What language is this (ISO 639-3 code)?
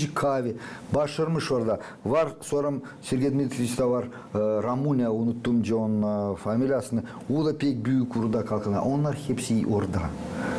gag